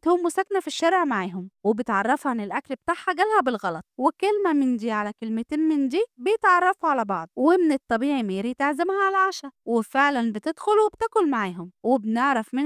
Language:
Egyptian Arabic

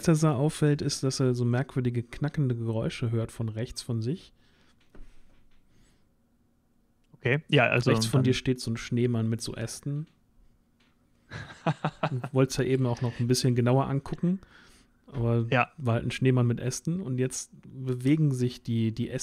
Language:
German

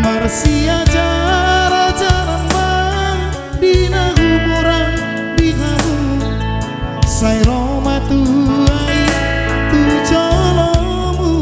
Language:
Batak Toba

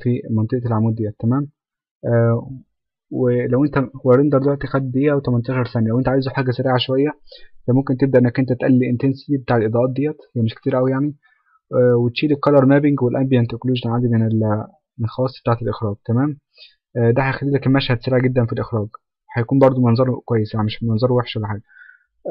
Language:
Egyptian Arabic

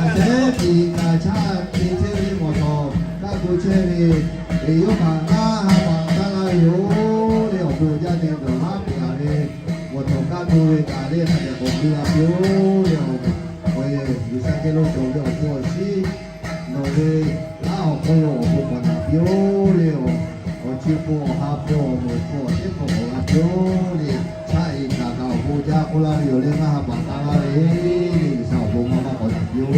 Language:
Lahu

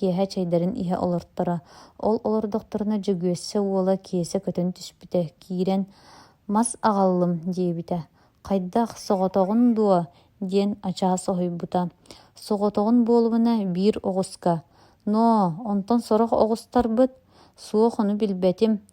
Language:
Yakut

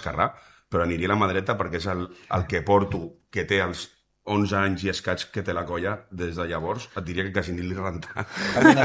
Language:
Catalan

